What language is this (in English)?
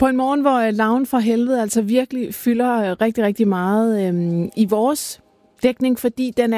Danish